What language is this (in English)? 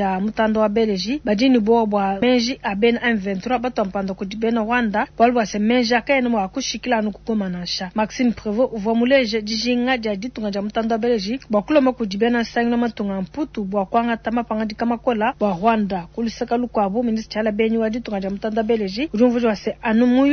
Luba-Lulua